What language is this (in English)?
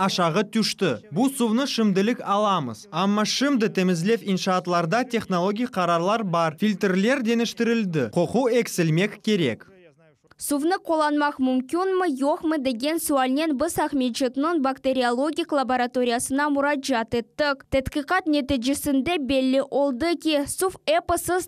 Crimean Tatar